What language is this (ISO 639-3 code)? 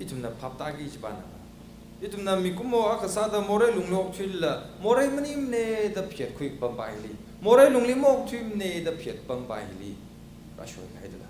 nmf